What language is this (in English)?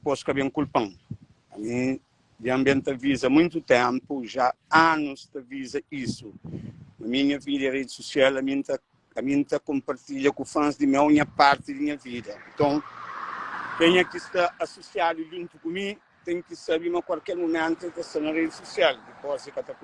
Kabuverdianu